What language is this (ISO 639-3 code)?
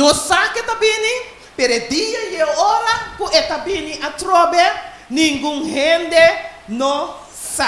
pap